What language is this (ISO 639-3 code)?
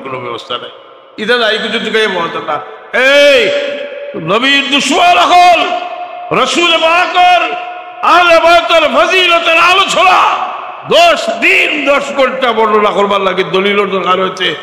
syl